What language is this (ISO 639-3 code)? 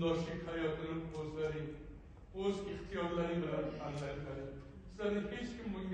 uzb